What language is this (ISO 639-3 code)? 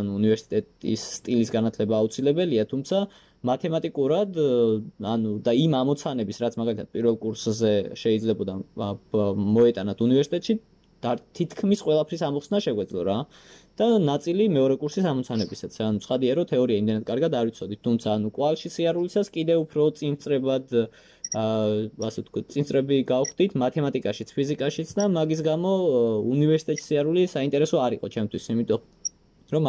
kat